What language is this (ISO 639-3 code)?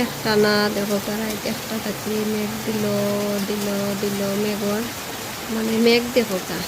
syl